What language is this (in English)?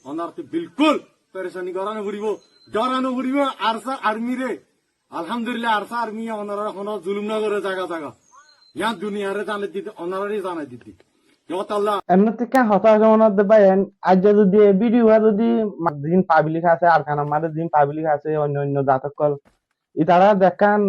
Rohingya